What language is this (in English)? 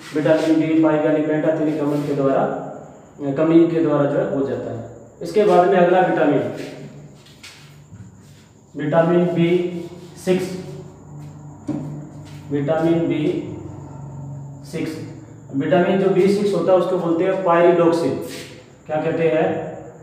Hindi